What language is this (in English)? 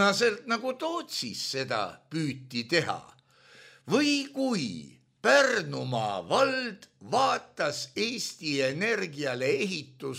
Estonian